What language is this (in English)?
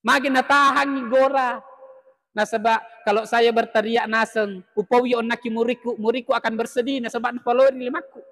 Buginese